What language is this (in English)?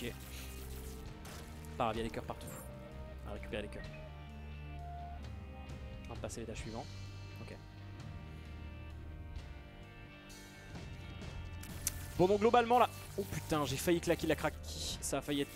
French